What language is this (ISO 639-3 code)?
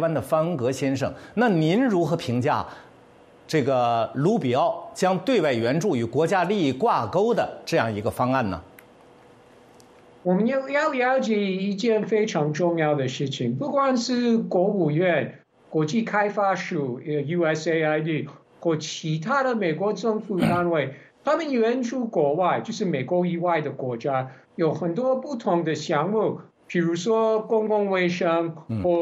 zho